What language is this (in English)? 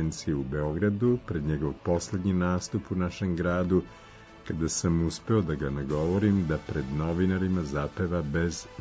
Serbian